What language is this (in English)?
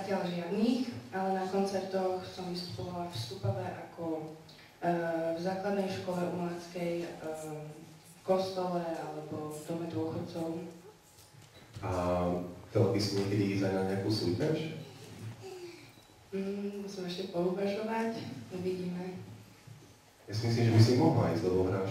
Slovak